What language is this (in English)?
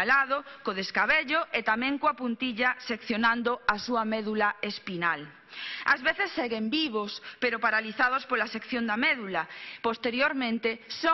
Galician